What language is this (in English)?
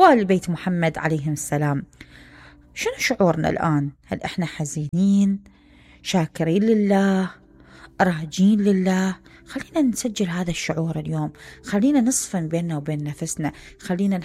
Mesopotamian Arabic